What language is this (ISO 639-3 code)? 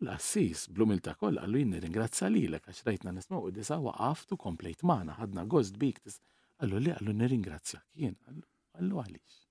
mlt